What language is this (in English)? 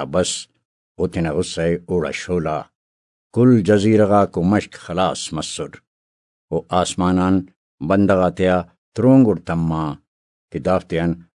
Brahui